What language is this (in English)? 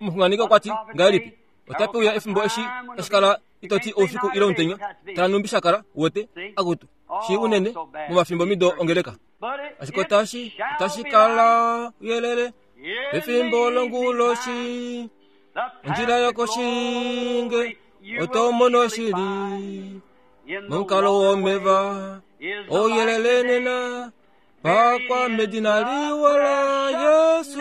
Kuanyama